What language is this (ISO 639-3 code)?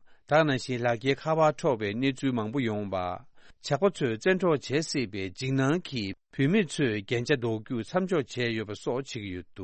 bod